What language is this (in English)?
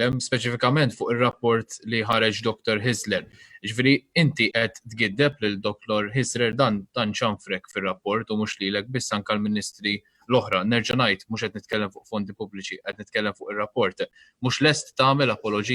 Maltese